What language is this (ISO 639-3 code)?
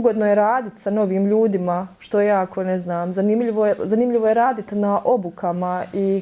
bos